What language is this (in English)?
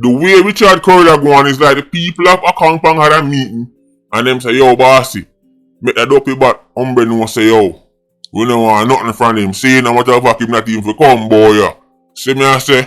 Jamaican Creole English